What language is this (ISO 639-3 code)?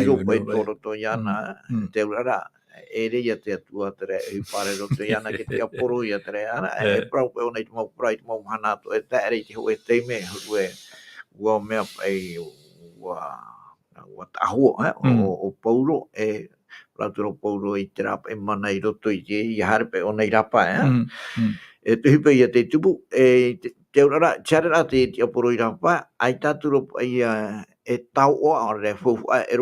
tah